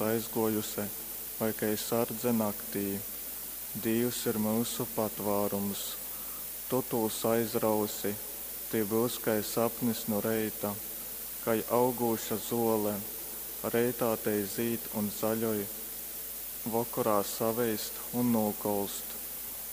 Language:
Latgalian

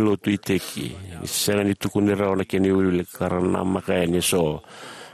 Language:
Fijian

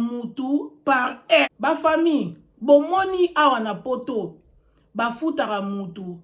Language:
Lingala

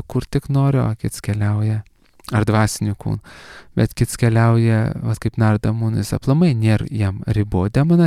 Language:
Lithuanian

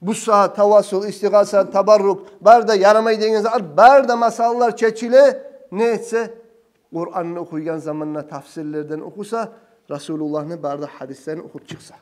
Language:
Kumyk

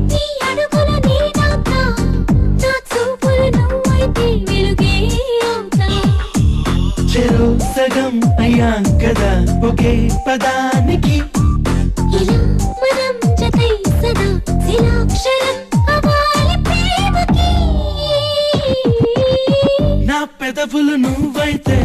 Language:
Telugu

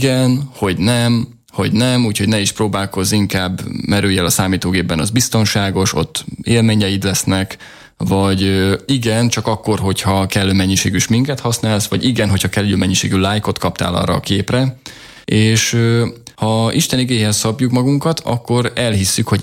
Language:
Hungarian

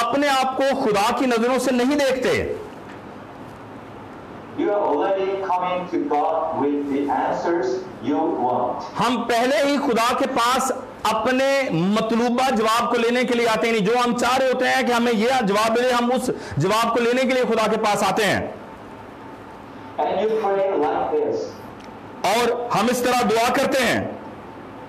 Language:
Urdu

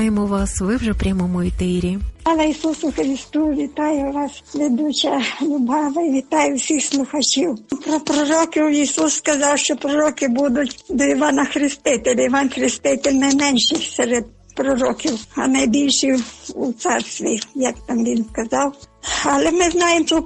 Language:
Ukrainian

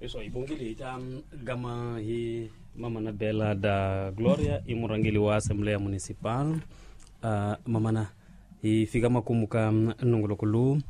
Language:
Tsonga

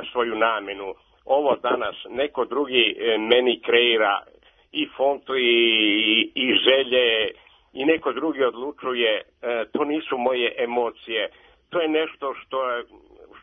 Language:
Serbian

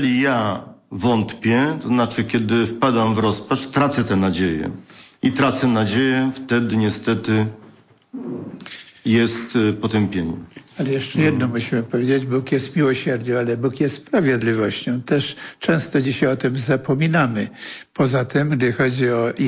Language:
Polish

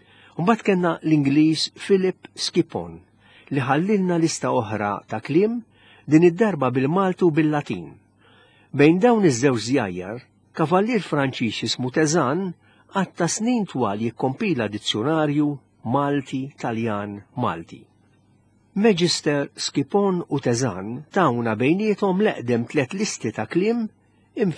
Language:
Maltese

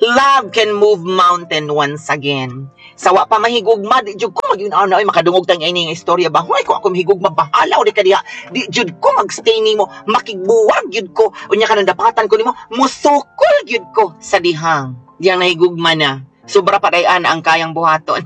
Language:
Cebuano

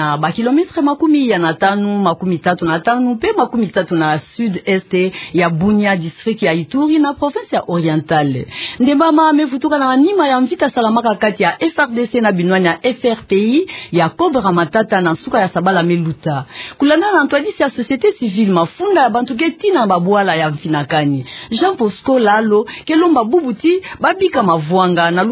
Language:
Kituba (Democratic Republic of Congo)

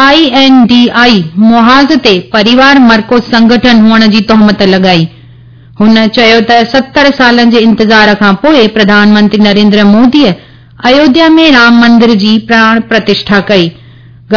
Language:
Sindhi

